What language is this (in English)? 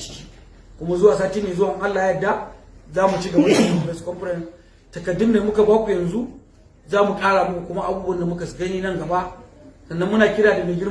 Hausa